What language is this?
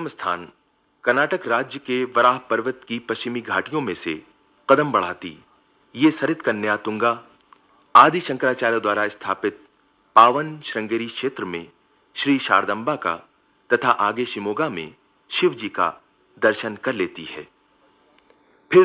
Hindi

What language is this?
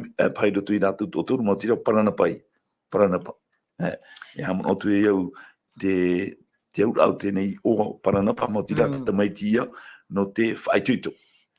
Tahitian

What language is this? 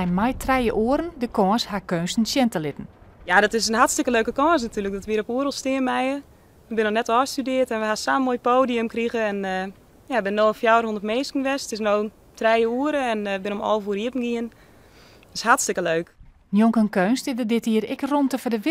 Western Frisian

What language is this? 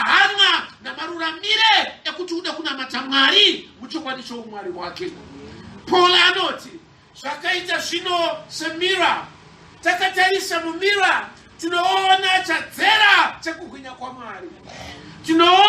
Shona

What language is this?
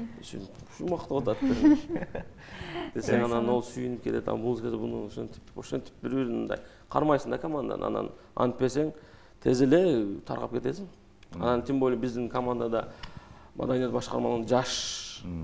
Kyrgyz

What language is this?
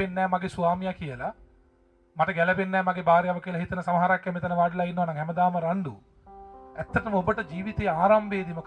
Sinhala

